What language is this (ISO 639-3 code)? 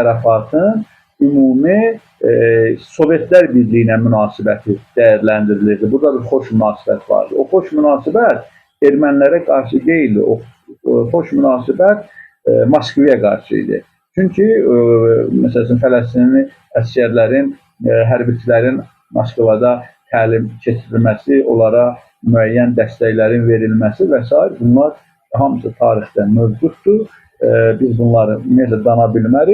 aze